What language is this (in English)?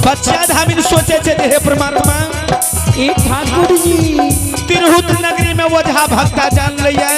Maithili